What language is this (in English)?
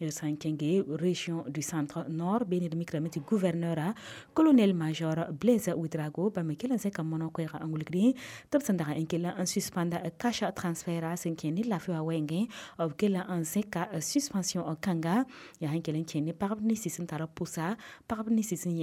Mossi